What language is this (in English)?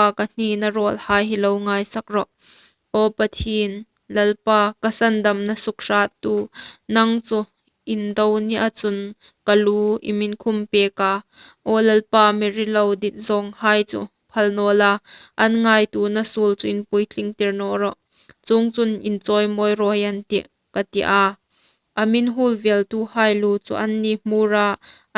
Hmar